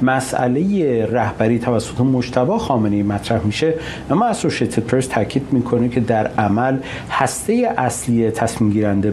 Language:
Persian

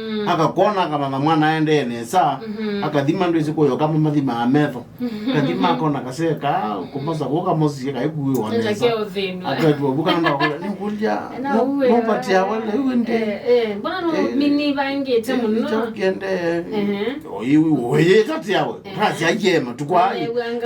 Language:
Kamba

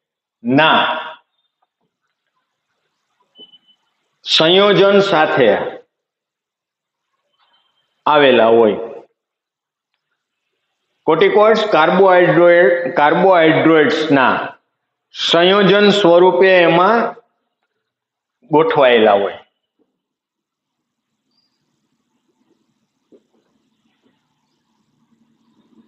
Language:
Gujarati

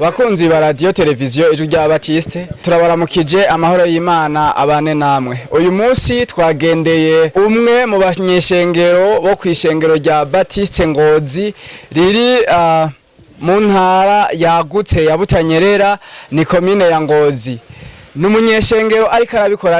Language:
Rundi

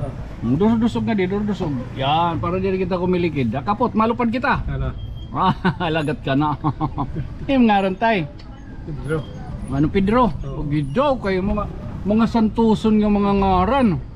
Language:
Waray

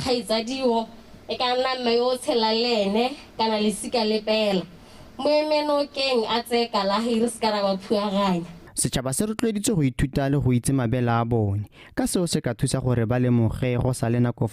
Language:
Tswana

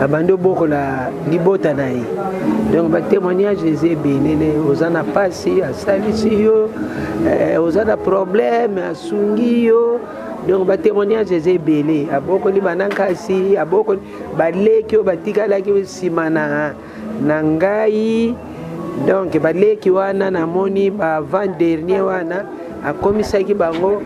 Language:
Lingala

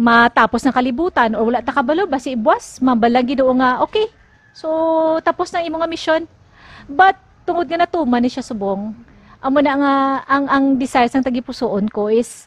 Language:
Hiligaynon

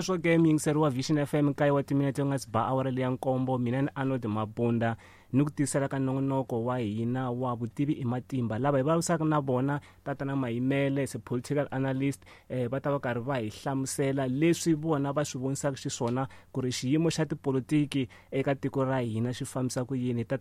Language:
Tsonga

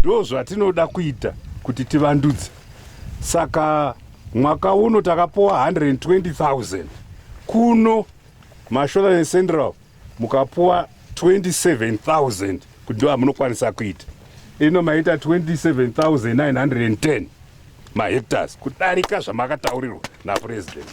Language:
Shona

